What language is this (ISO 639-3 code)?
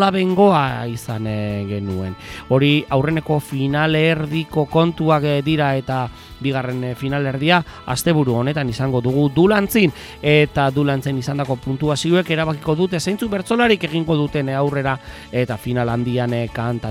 eus